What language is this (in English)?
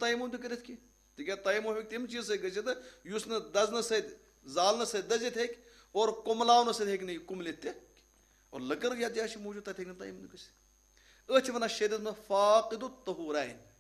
Kashmiri